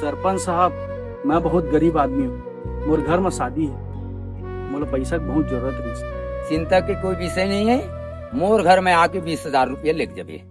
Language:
Chhattisgarhi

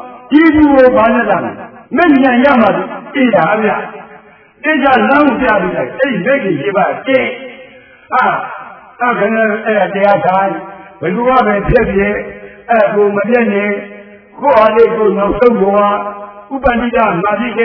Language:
Burmese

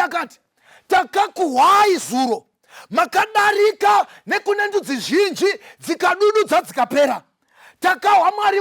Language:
Shona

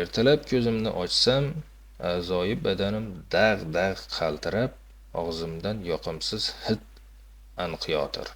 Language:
Uzbek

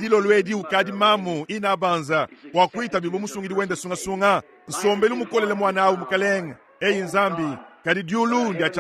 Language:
Luba-Lulua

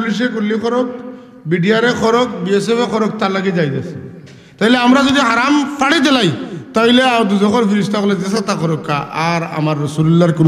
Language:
Sylheti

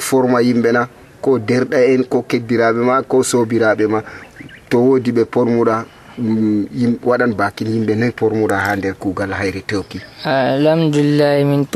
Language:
Nigerian Fulfulde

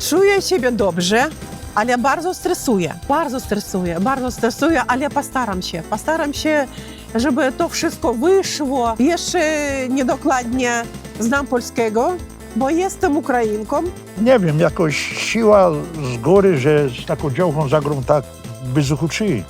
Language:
Silesian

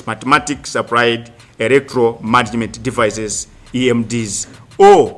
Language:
Nyanja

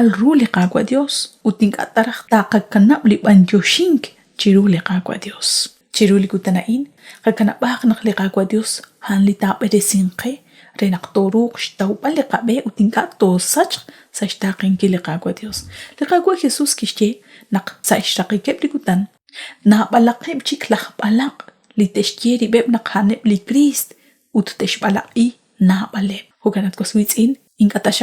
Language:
Kekchí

